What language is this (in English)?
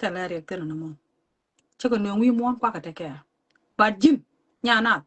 Nuer